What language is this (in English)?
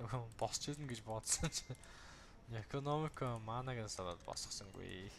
Mongolian